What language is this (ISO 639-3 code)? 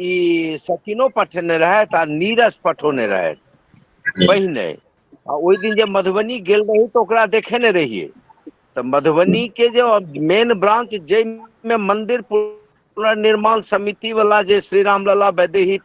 mai